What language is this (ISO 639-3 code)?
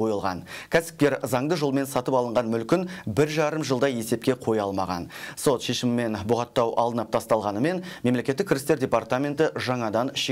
kaz